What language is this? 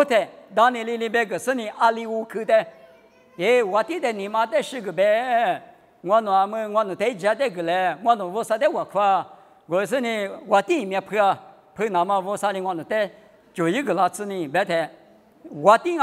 Lisu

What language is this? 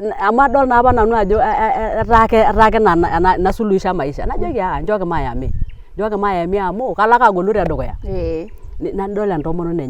Masai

